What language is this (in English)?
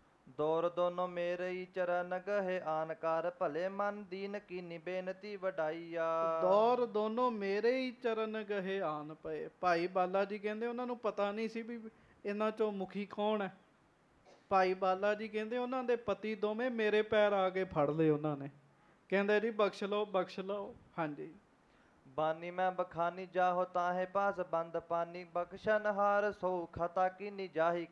Punjabi